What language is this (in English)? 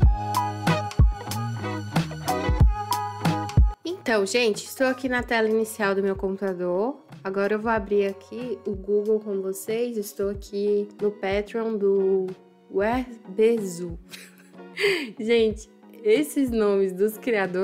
Portuguese